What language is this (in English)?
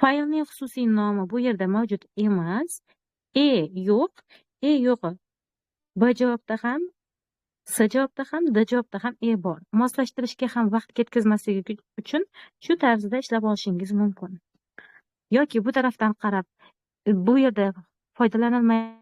Uzbek